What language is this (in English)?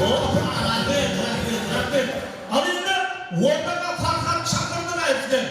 Kara-Kalpak